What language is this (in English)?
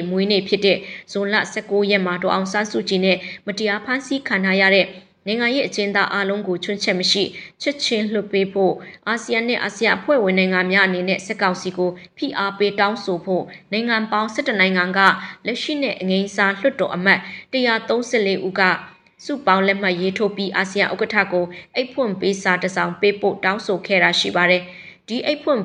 Burmese